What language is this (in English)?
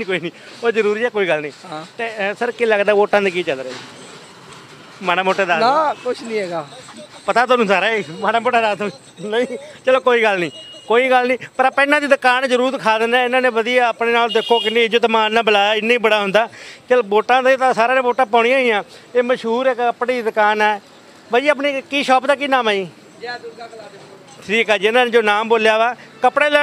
Punjabi